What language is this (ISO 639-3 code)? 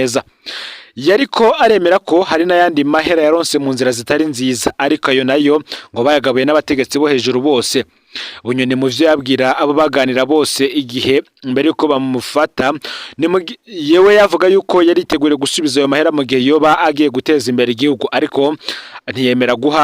run